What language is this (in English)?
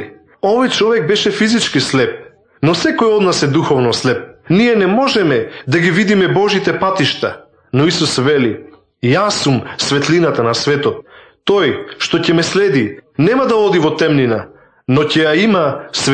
Macedonian